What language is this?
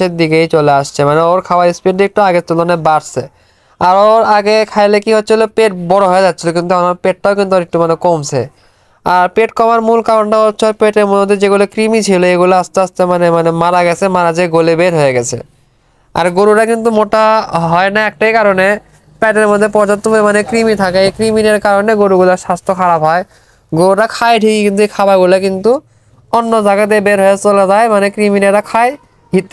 Bangla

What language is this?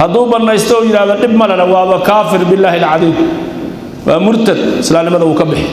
Somali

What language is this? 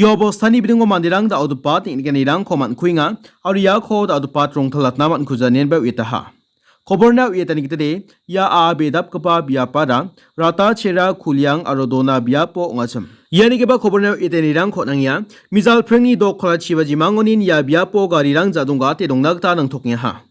Garo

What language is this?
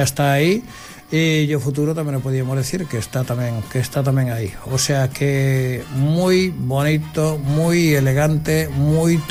Galician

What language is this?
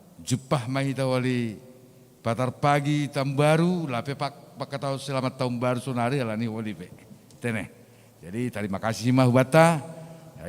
Batak Simalungun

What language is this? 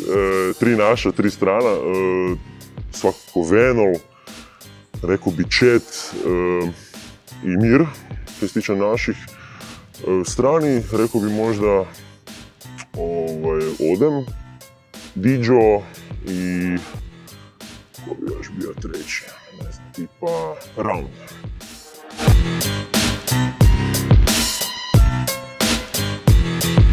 Croatian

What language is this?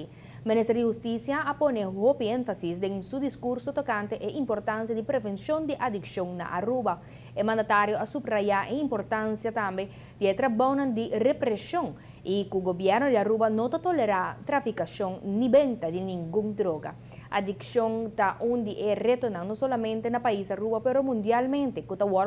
Papiamento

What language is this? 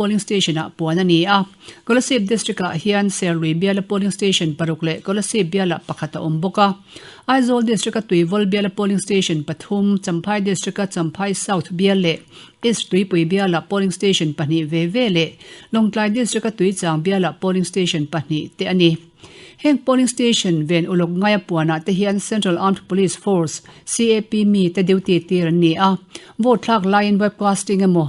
Mizo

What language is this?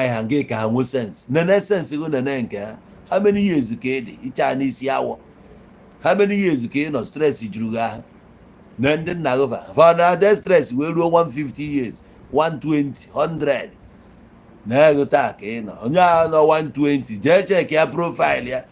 Igbo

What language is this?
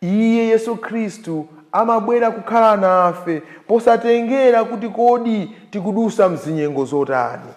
Nyanja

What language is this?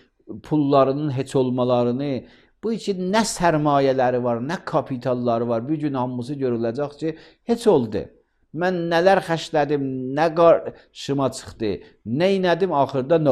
Azerbaijani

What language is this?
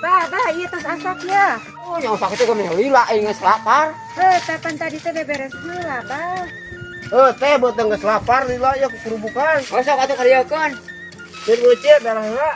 Sundanese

